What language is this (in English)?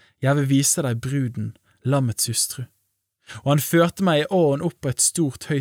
Norwegian